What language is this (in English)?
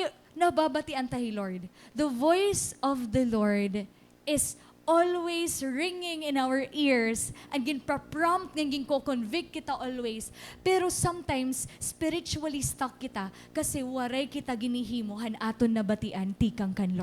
Waray